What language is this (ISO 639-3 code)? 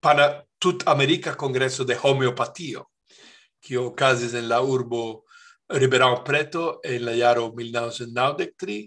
epo